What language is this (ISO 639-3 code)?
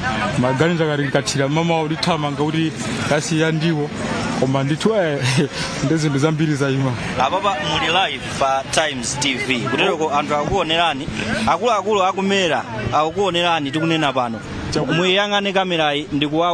nya